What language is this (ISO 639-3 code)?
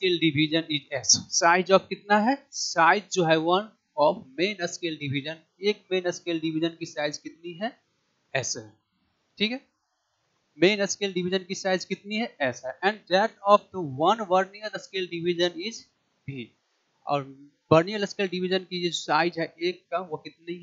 hin